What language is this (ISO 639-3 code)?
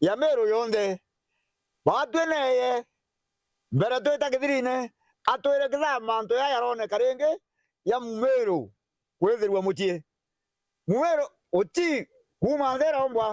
mer